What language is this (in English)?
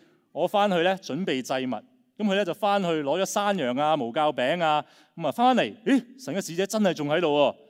Cantonese